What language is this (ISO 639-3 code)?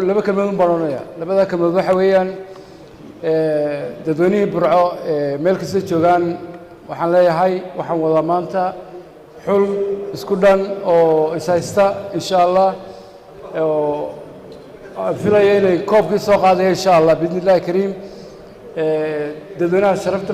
som